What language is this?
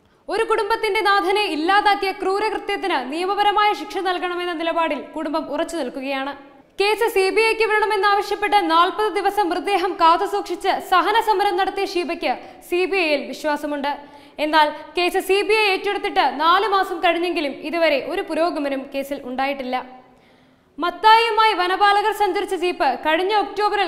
Malayalam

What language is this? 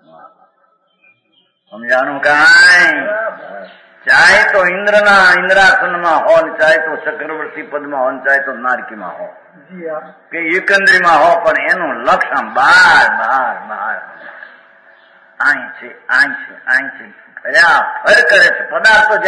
Gujarati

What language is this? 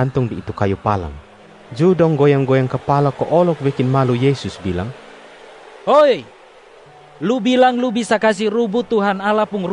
Kupang Malay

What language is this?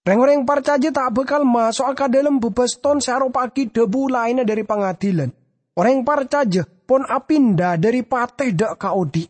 Madurese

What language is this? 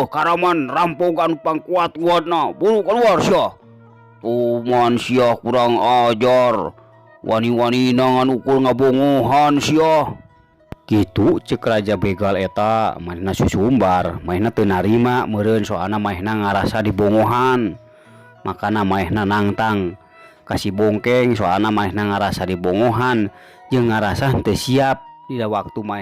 Sundanese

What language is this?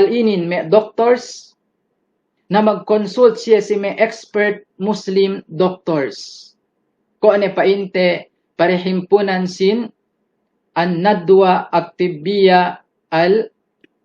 Yakan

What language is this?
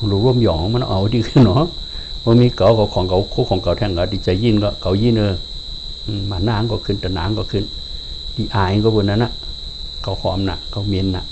Shan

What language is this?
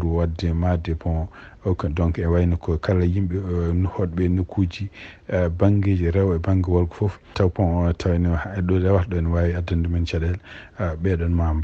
Fula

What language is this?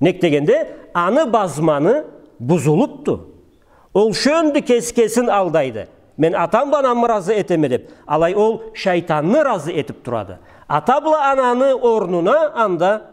Karachay-Balkar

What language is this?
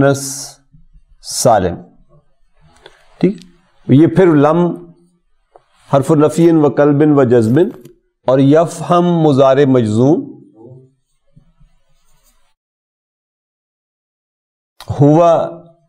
Urdu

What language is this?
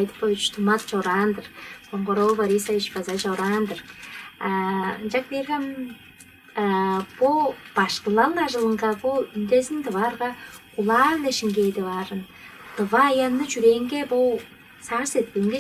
Tuvinian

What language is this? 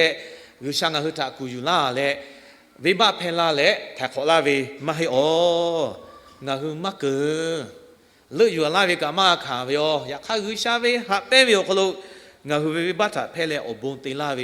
Lahu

